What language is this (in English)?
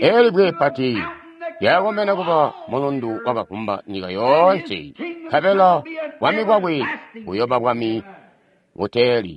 Tonga (Zambia)